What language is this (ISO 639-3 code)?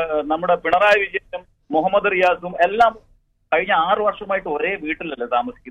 mal